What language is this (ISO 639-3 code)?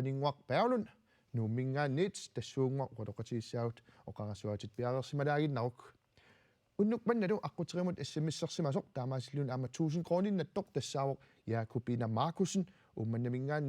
kal